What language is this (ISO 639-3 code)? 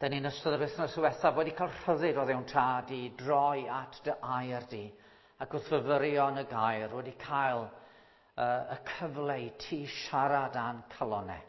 cym